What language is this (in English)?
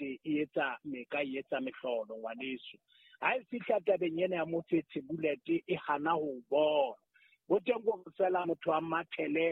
Southern Sotho